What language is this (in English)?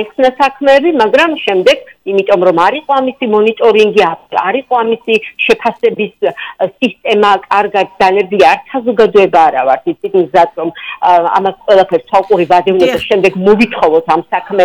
Georgian